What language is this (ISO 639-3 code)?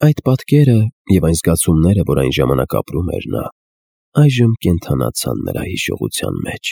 hye